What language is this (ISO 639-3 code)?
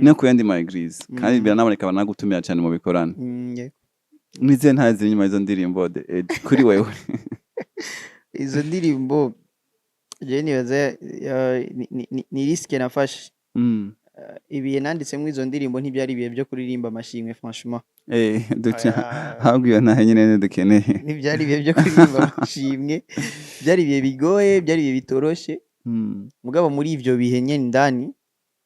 run